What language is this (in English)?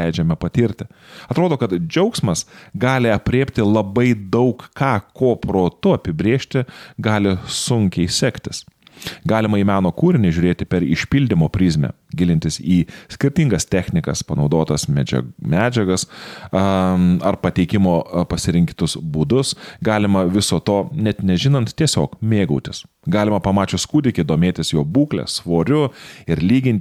Lithuanian